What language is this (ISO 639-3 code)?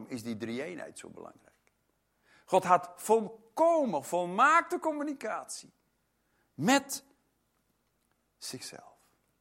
nld